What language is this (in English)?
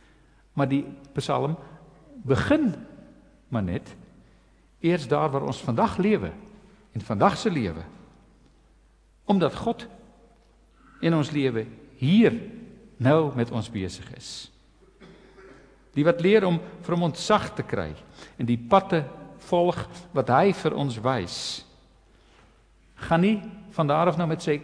Afrikaans